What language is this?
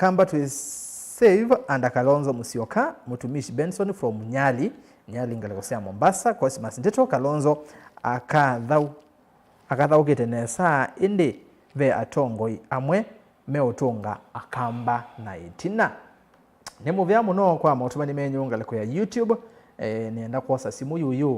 Kamba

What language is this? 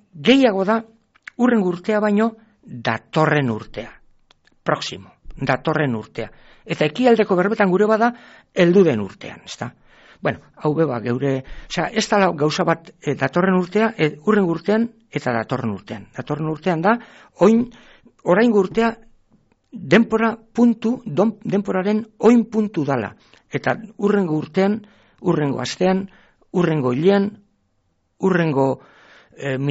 Basque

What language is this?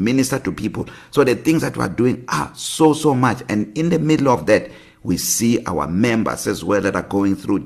English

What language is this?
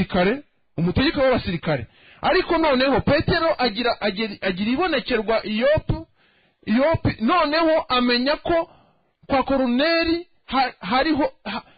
Kinyarwanda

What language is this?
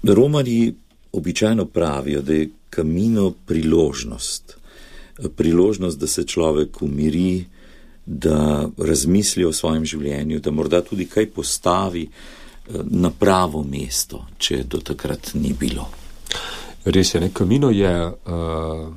Slovenian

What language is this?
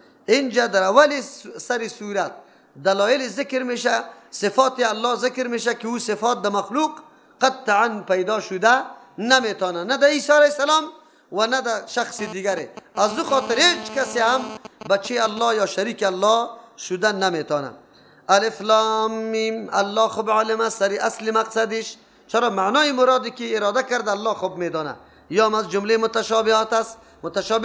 Persian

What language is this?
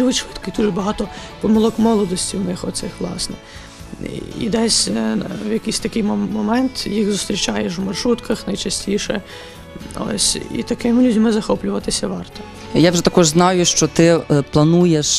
Ukrainian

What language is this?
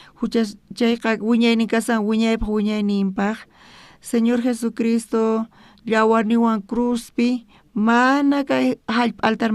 South Bolivian Quechua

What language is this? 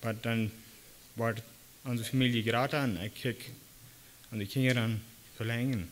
Plautdietsch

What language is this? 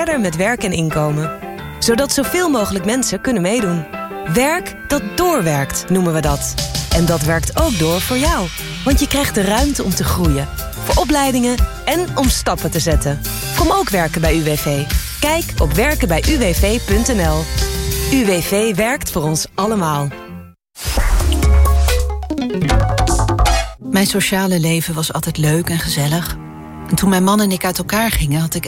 Dutch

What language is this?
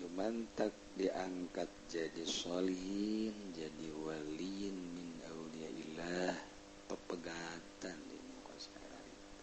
Sundanese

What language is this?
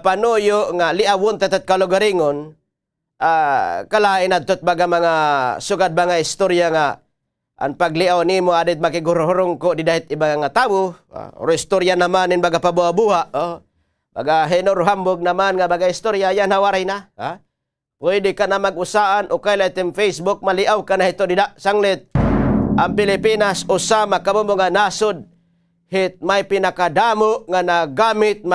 Waray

